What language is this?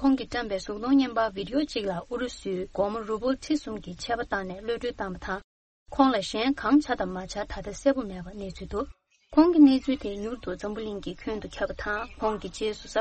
Tibetan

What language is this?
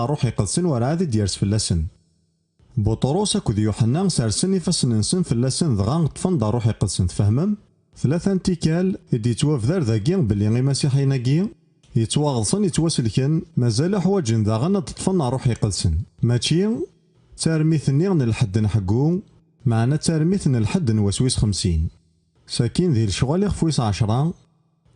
Kabyle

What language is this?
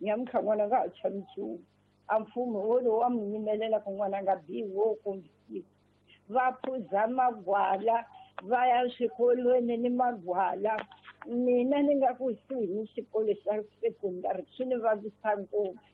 Tsonga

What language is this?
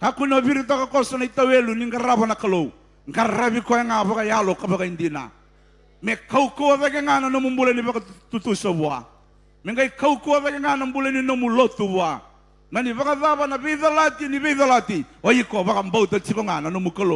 Fijian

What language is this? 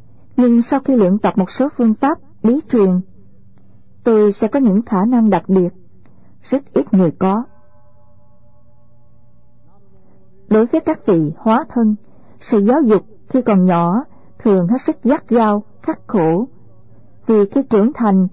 Vietnamese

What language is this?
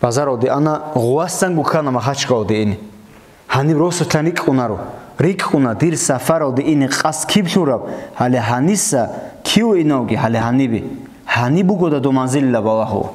Avaric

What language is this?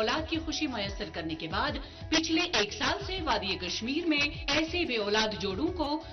Urdu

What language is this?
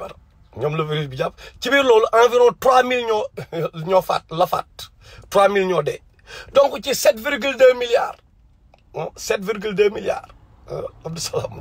Wolof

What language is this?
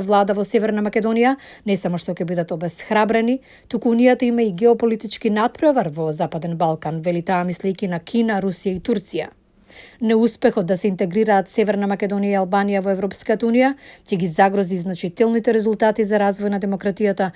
Macedonian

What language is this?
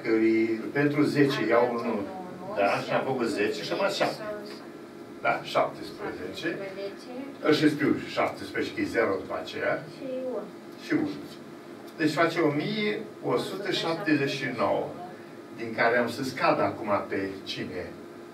Romanian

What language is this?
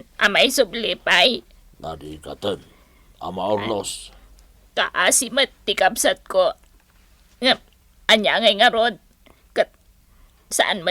Iloko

